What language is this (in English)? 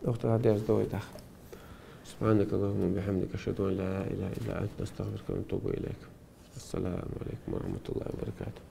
Chechen